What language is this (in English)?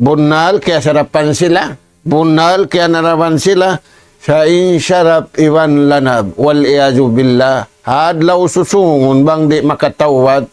Tausug